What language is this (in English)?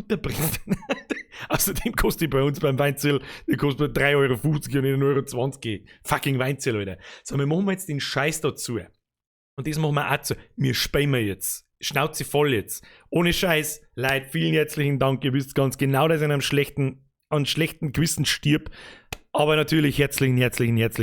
Bavarian